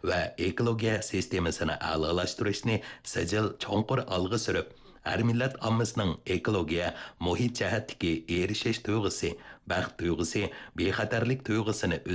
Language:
Uyghur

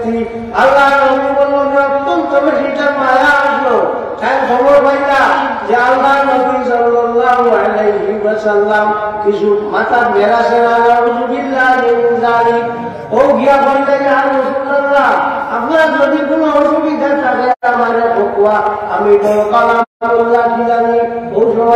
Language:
Sylheti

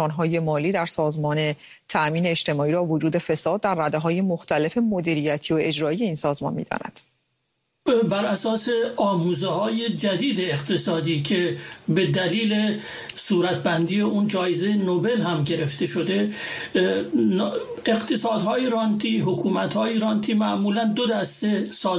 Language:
Persian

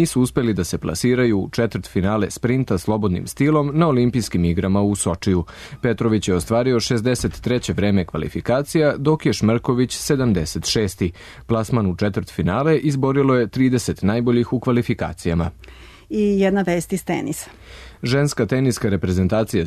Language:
Serbian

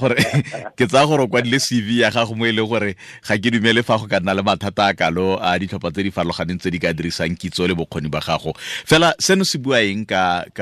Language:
Tswana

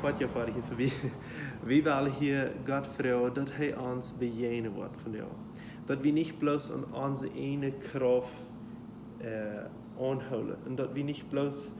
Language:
Plautdietsch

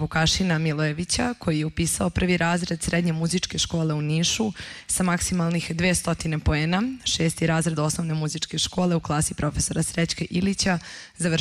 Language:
Serbian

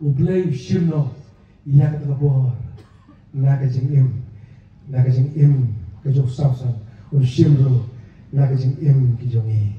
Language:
Khasi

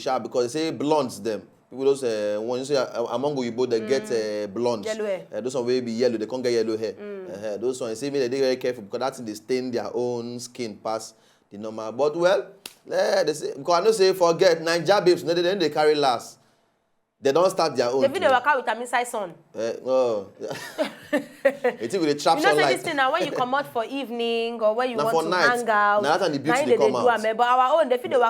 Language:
Nigerian Pidgin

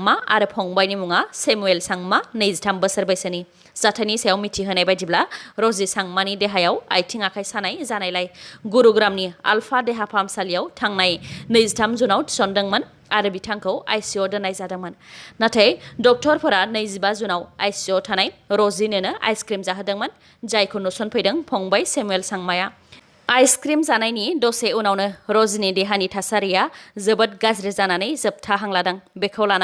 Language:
Bodo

